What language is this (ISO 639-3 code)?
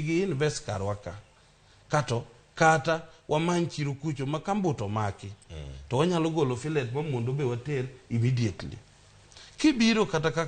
luo